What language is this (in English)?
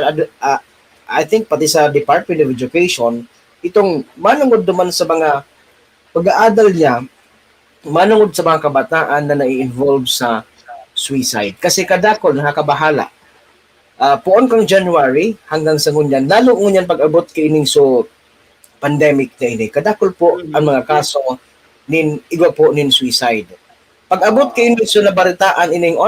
Bikol